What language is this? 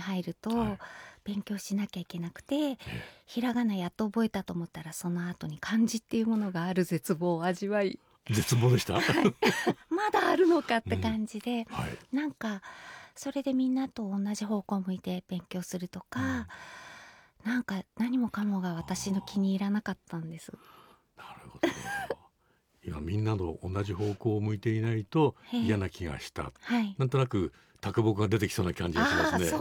Japanese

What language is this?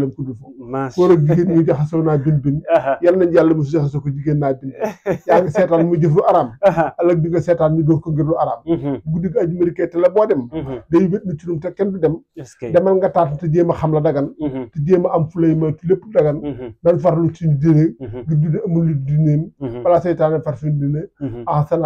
Wolof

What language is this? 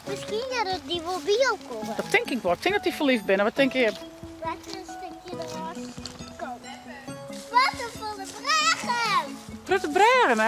Western Frisian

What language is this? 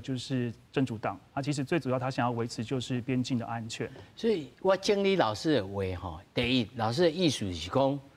Min Nan Chinese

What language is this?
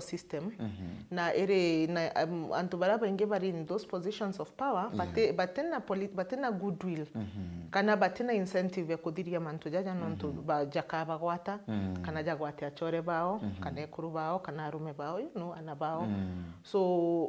Meru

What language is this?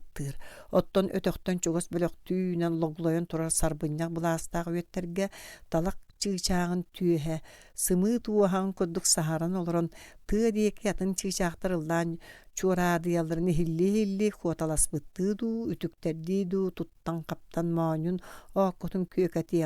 Yakut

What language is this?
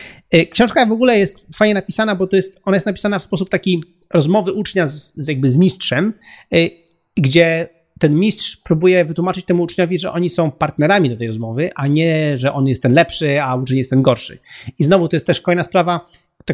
Polish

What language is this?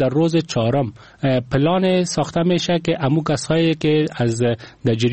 Persian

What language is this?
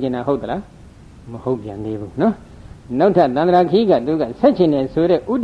Burmese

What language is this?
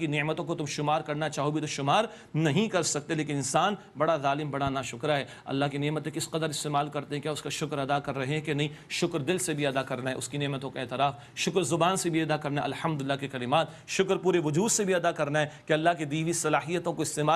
Urdu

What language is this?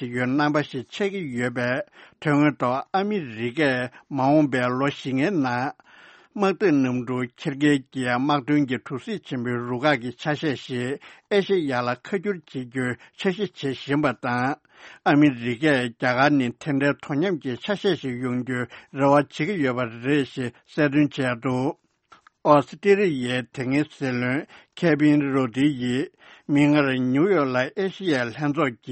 Tibetan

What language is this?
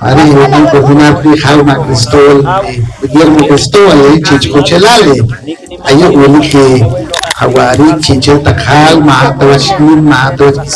Poqomchi'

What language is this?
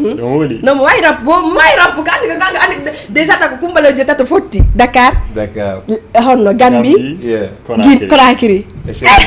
Fula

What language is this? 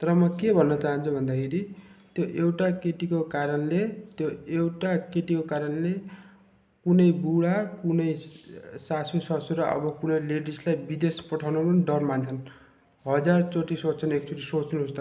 Nepali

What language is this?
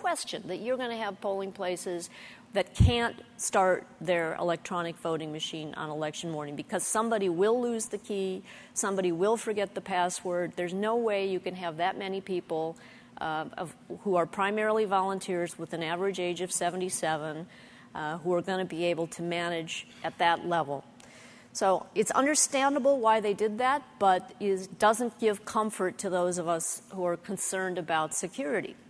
English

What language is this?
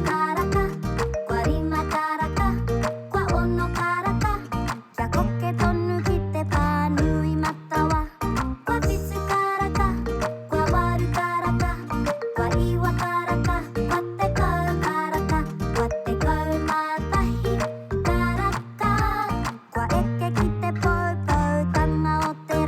Māori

